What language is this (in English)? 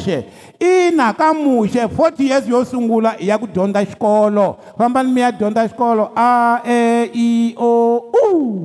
Tsonga